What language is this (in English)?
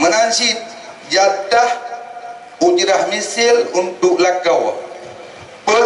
Achinese